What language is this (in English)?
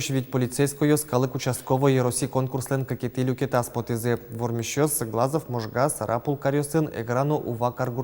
Udmurt